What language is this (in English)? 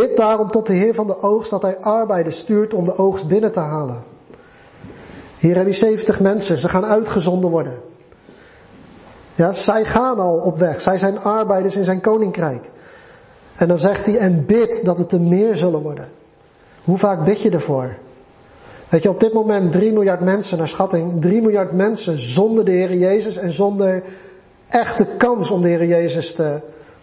Dutch